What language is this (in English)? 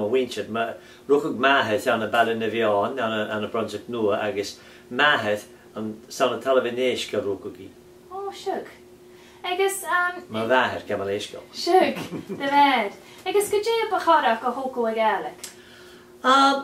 Scottish Gaelic